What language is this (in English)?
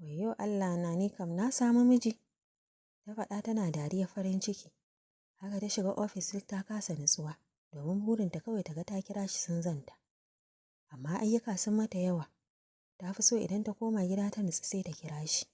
Hausa